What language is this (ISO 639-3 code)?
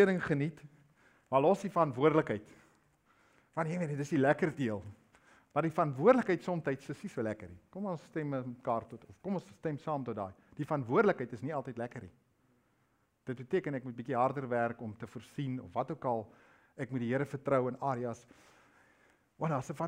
afr